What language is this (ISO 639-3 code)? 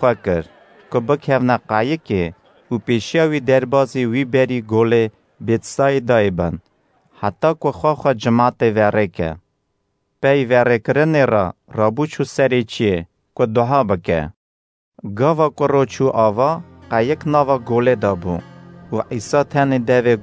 kur